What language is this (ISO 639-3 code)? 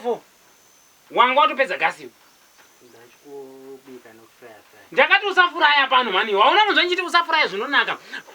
sna